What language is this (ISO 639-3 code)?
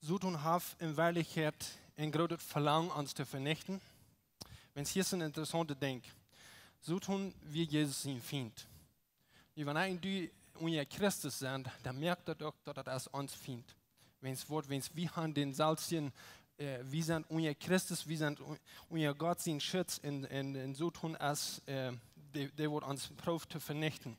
pdt